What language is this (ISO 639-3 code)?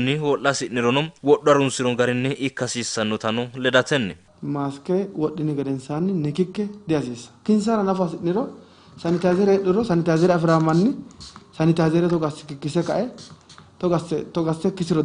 sid